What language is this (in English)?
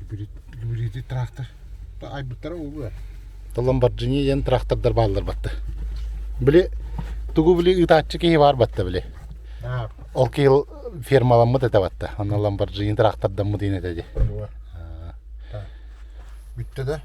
Yakut